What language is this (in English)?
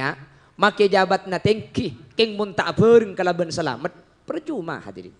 Madurese